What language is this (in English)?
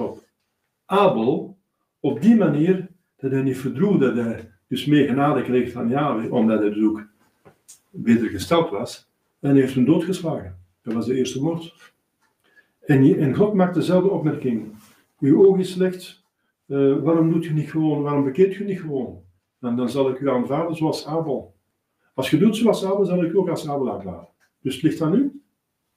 Dutch